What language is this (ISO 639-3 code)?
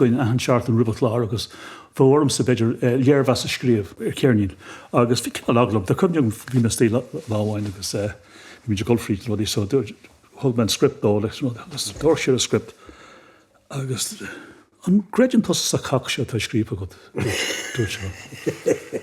gle